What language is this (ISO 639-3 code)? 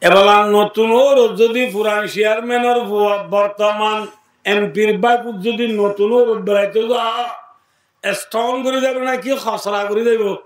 rhg